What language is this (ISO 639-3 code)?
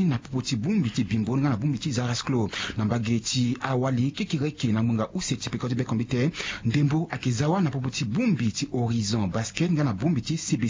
sag